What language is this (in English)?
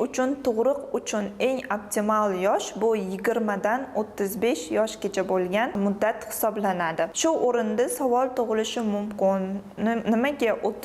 Uzbek